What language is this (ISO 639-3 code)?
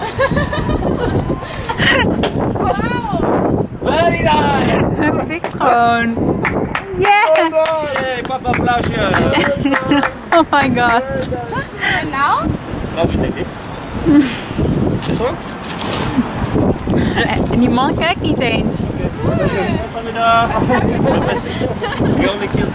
nld